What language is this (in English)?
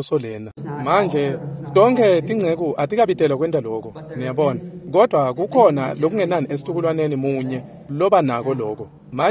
Swati